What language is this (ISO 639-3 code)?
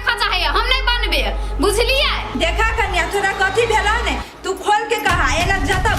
mai